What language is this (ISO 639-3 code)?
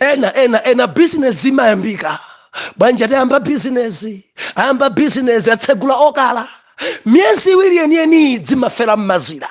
nya